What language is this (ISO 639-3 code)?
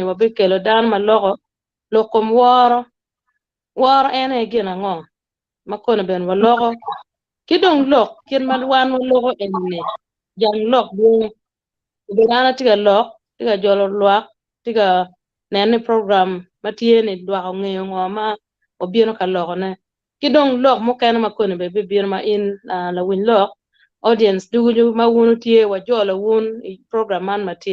ach